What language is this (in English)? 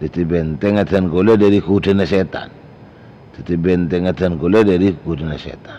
Madurese